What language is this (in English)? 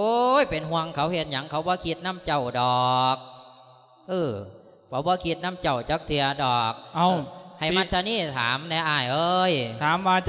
Lao